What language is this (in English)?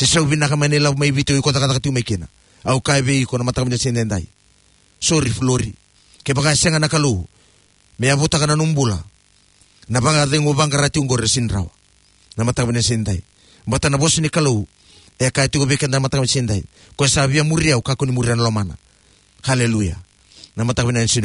Fijian